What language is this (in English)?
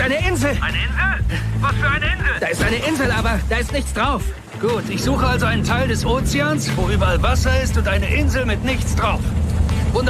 German